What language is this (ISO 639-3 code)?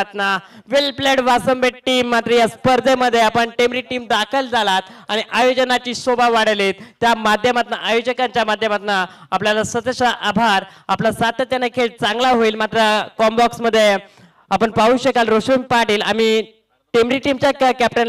mar